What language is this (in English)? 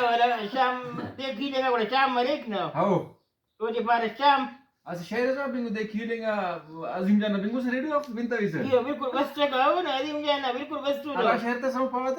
Brahui